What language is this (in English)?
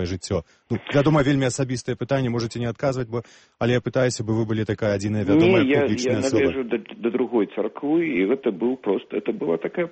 Belarusian